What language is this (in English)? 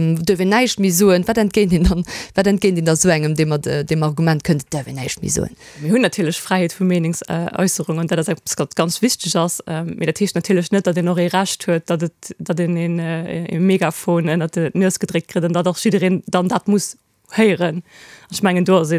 Luxembourgish